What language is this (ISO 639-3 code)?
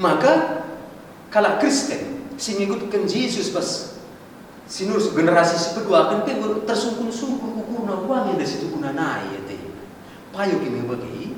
btx